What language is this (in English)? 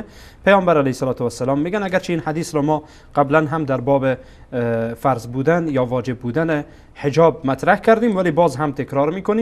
Persian